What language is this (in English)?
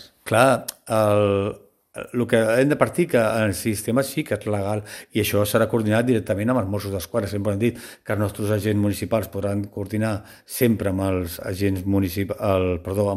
Catalan